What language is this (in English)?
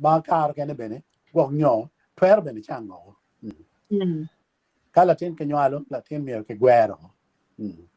Acoli